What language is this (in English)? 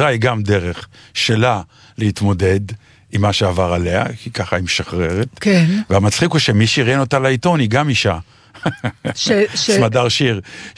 Hebrew